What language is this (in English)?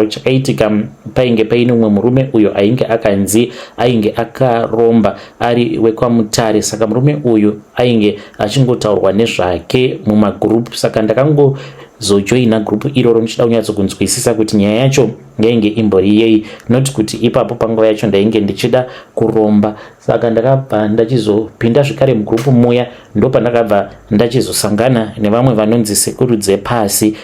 Shona